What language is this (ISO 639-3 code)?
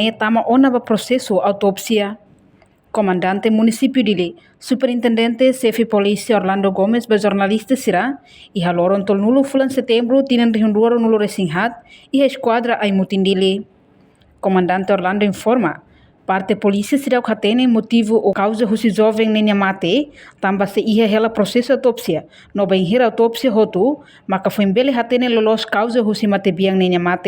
tet